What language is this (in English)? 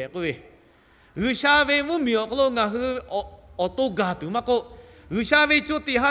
Lahu